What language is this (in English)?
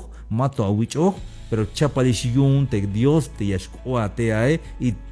Tzeltal